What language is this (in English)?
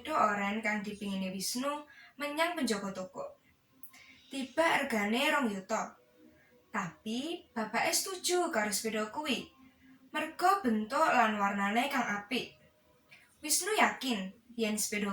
Javanese